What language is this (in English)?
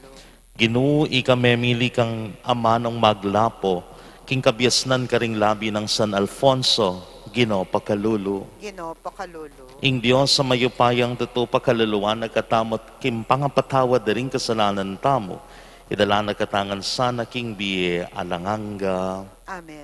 Pampanga